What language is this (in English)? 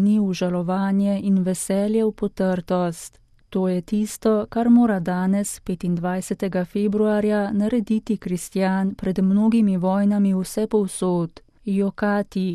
Slovenian